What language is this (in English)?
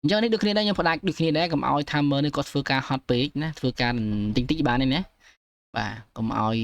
Khmer